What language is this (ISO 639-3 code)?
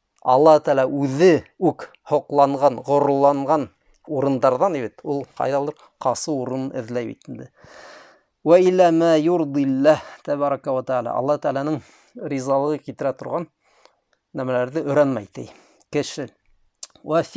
bak